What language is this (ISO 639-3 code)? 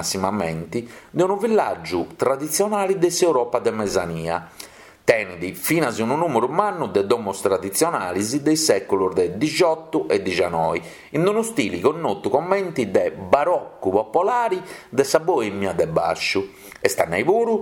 srd